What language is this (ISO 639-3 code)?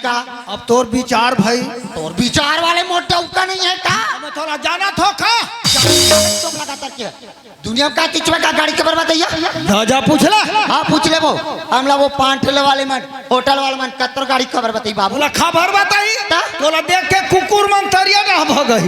hne